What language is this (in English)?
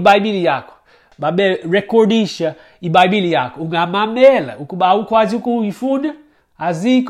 Xhosa